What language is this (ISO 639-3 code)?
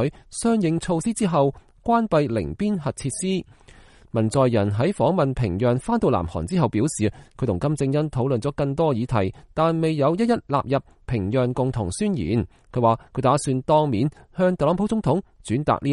yue